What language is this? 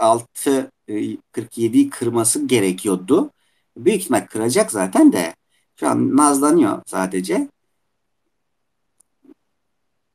Turkish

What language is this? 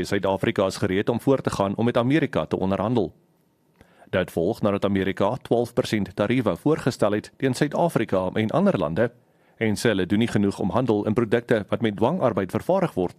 Afrikaans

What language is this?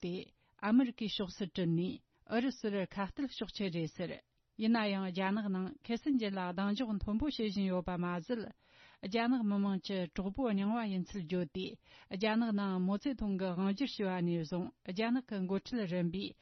Tibetan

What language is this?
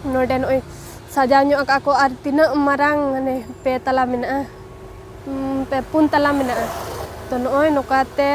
Santali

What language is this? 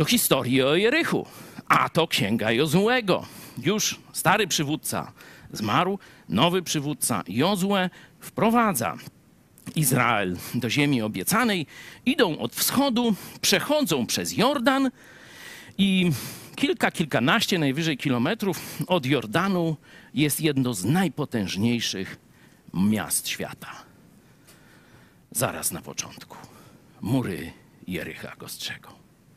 Polish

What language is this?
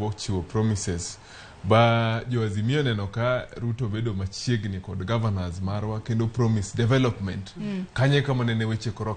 Luo (Kenya and Tanzania)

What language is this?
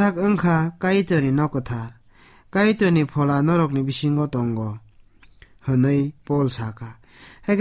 Kok Borok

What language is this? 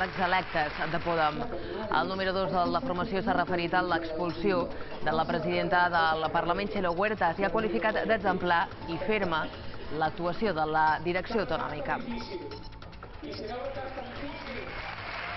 Catalan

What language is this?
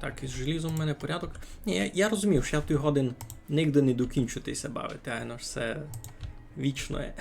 Rusyn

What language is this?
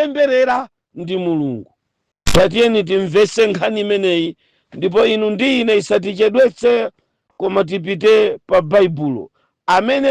Nyanja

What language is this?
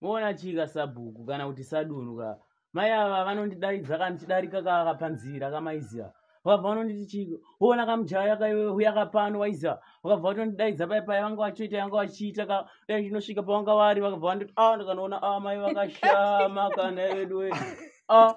Shona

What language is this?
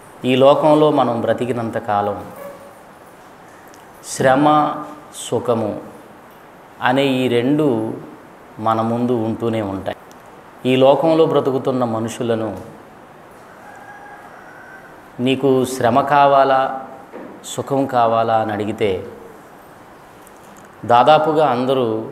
Telugu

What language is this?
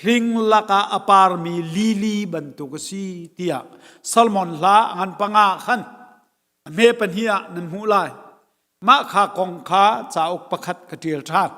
Hakha Chin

